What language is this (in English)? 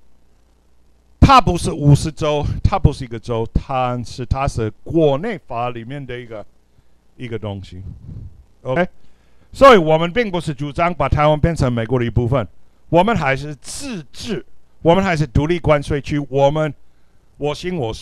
Chinese